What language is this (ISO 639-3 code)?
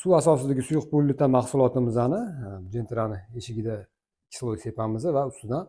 uzb